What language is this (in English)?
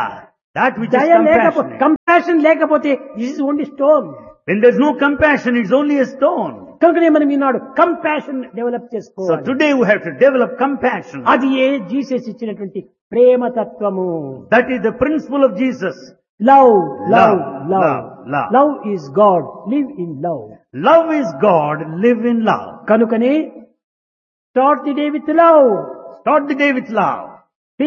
Telugu